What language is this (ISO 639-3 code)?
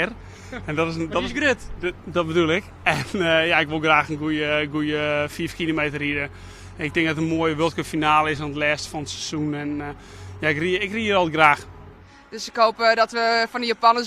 fry